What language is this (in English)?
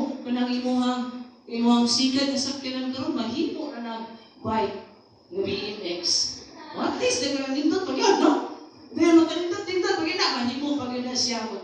Cebuano